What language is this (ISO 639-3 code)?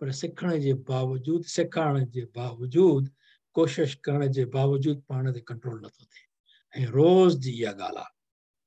snd